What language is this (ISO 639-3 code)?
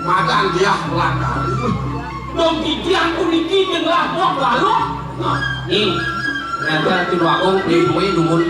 ban